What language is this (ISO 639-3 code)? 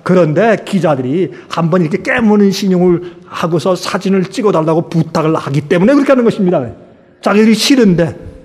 kor